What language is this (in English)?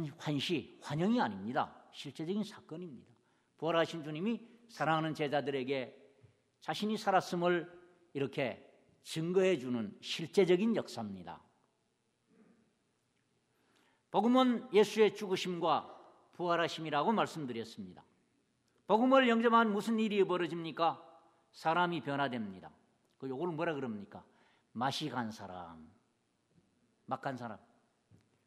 Korean